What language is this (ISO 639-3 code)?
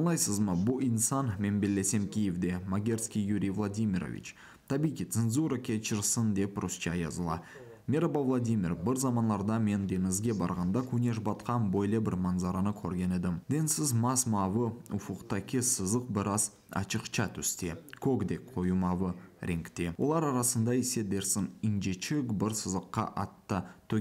crh